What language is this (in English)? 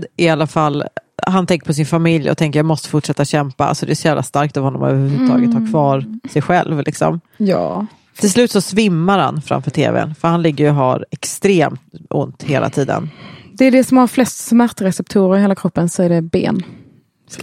Swedish